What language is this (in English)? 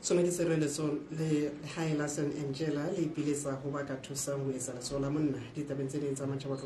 Southern Sotho